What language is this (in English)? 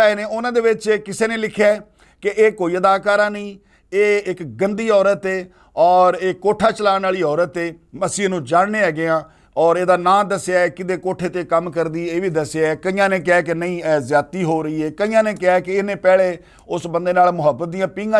Western Panjabi